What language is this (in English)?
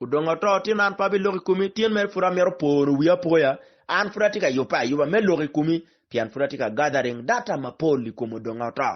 Acoli